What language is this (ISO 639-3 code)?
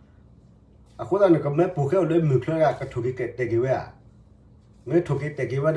ksw